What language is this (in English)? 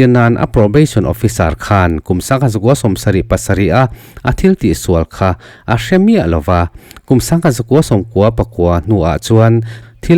Mizo